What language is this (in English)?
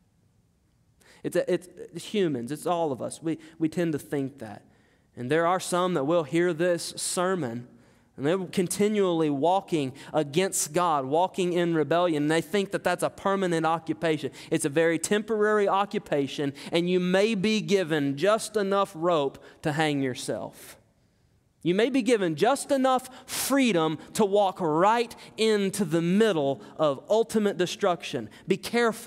English